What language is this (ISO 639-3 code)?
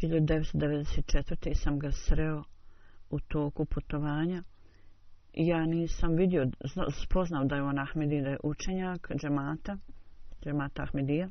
bos